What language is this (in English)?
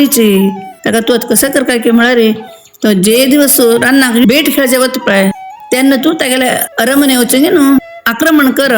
Konkani